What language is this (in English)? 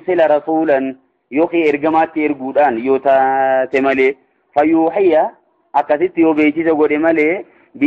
Oromo